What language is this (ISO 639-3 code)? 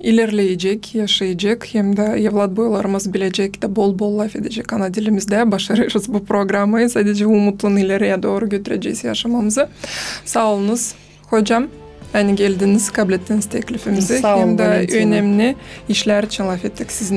gag